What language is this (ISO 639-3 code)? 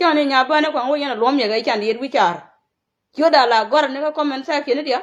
nus